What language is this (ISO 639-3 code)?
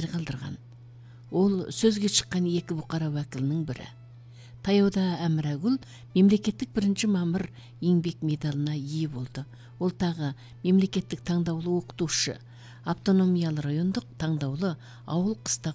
kaz